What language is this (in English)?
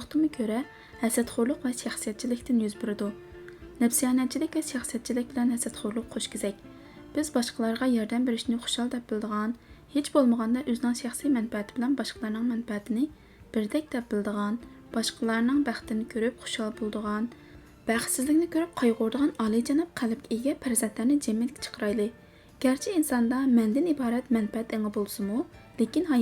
Uyghur